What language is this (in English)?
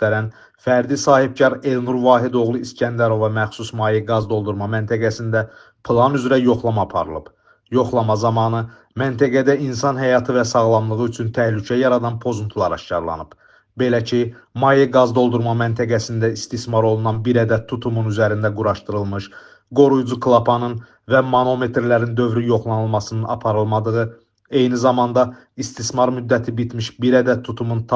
Azerbaijani